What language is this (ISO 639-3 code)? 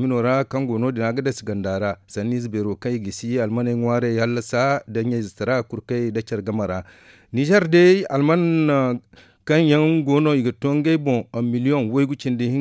dje